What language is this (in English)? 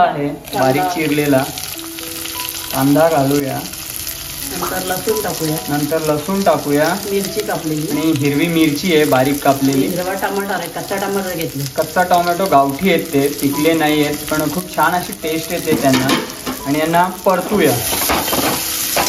Marathi